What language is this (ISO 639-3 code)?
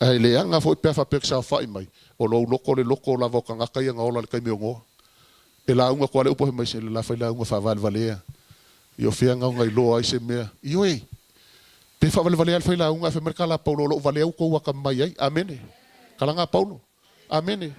smo